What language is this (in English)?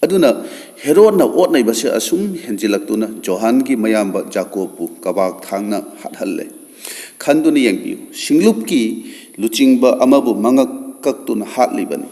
Manipuri